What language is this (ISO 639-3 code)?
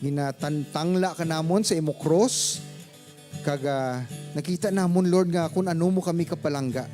hil